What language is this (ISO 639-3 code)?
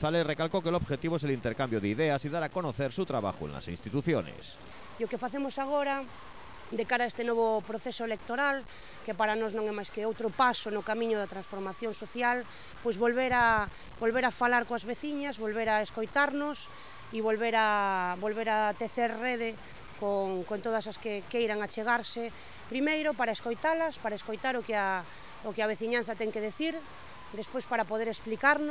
glg